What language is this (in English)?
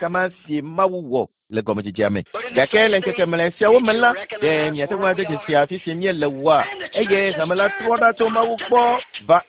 Ewe